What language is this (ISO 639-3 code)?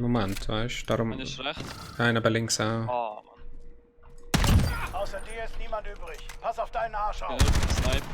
gsw